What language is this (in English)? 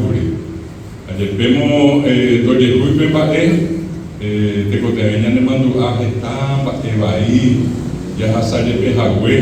Guarani